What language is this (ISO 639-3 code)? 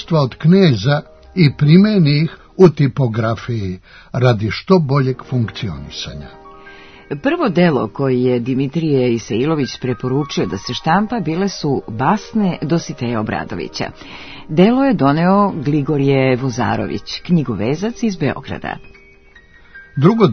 srp